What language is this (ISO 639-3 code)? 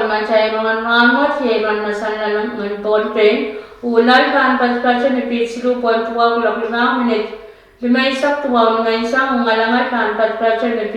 pon